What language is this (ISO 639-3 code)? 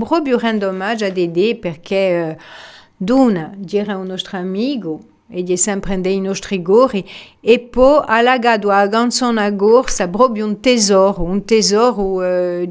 cos